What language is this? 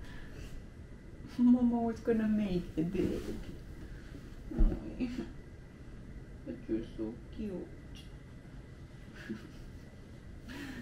Finnish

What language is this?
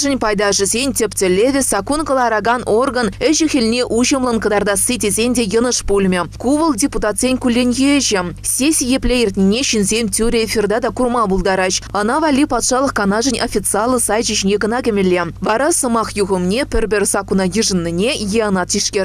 Chuvash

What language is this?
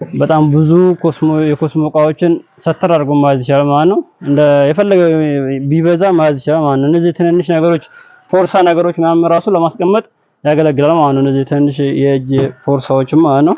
Amharic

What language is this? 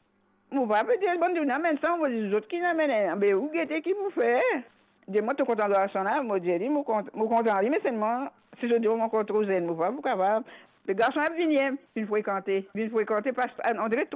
Morisyen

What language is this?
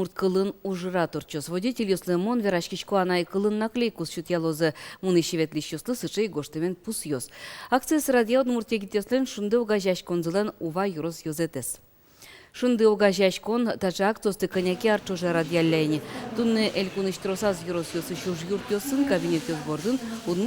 Udmurt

